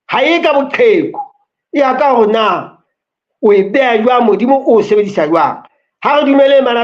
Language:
Southern Sotho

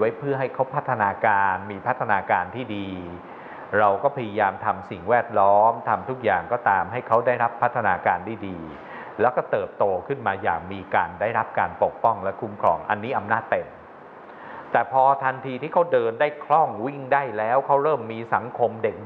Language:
Thai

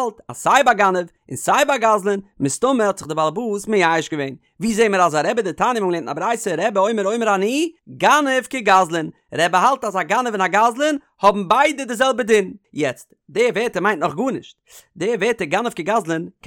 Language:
Yiddish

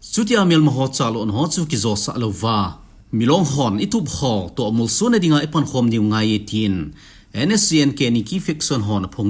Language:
Thado Chin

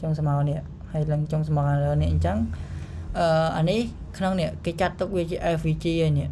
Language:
Khmer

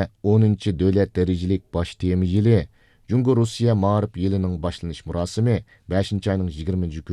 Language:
Uyghur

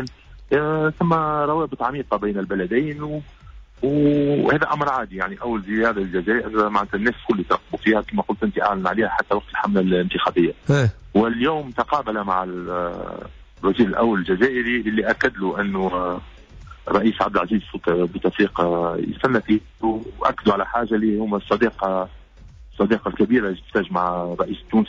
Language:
Tunisian Arabic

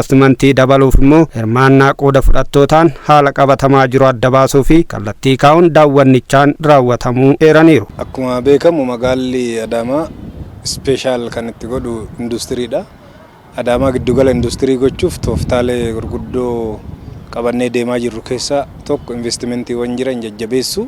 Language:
Oromo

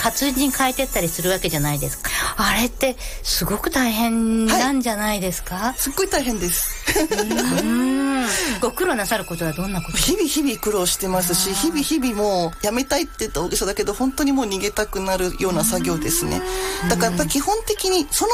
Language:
Japanese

